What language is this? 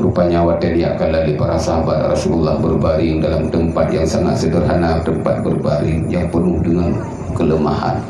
Achinese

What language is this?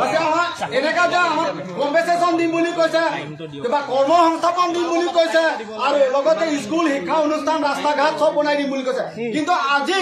Karbi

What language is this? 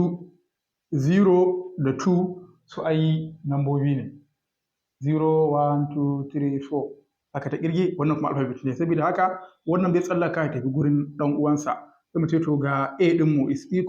Hausa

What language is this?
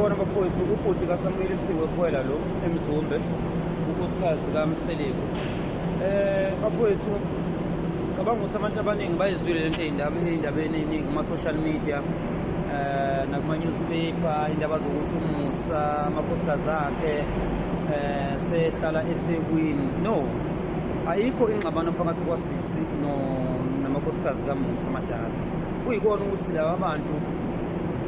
Zulu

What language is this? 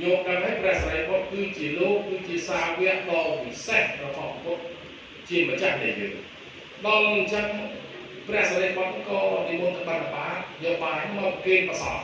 Khmer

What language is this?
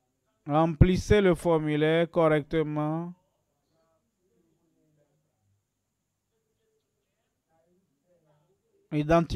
French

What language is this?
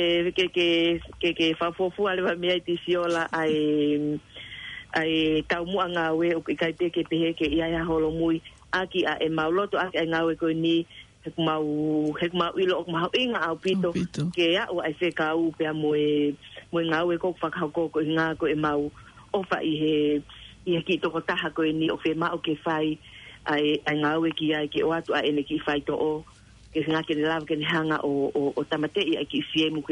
Tongan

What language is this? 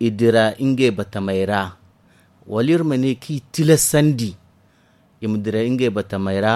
Zarma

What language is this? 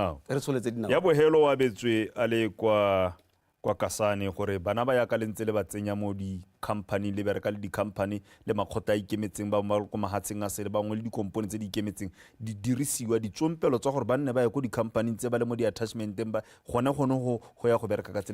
Tswana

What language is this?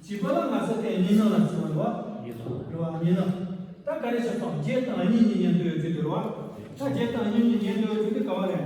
Tibetan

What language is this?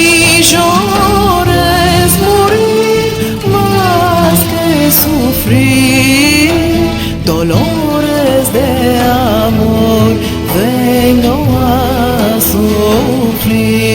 Ladino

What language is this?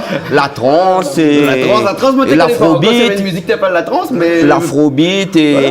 Réunion Creole French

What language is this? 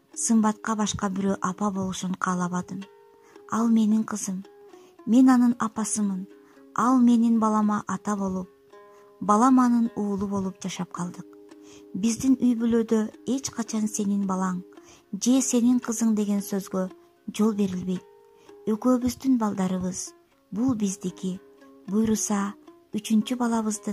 Kyrgyz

